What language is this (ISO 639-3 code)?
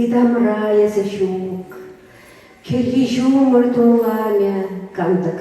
chv